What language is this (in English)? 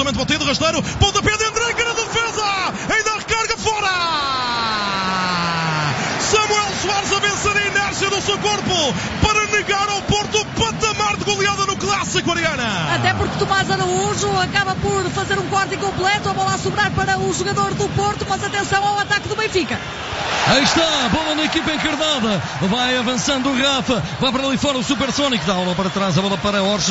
Portuguese